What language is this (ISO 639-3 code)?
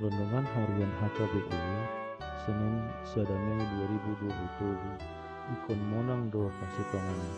bbc